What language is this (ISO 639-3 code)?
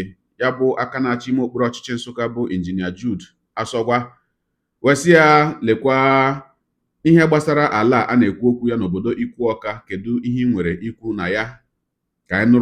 ibo